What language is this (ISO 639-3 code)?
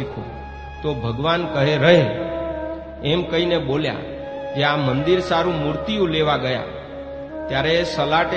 guj